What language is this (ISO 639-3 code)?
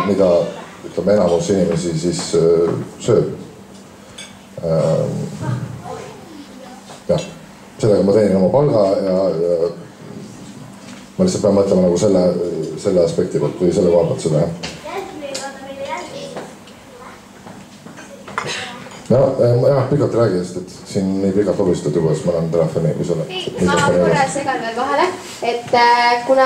est